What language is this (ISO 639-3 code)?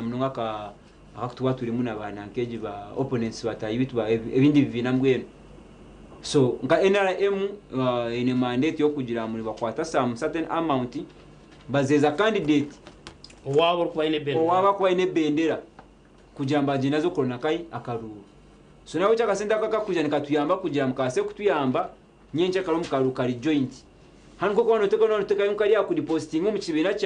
nyn